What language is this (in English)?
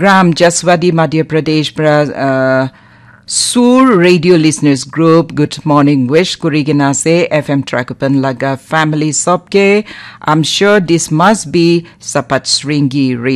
Naga Pidgin